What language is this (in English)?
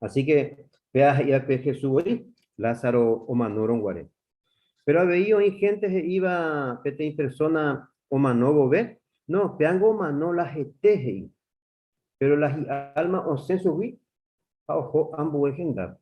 Guarani